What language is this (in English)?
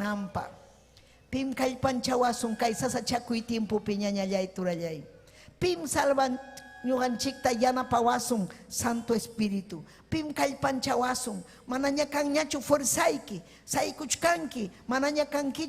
Ayacucho Quechua